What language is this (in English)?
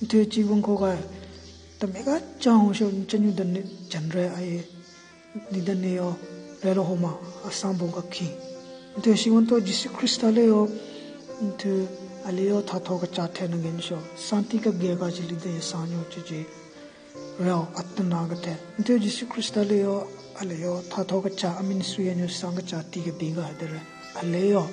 Southern Rengma Naga